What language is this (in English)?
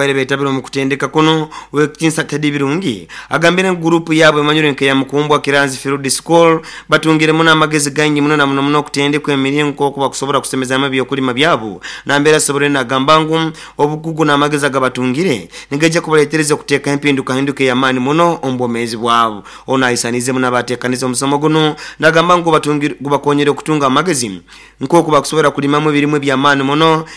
Nyoro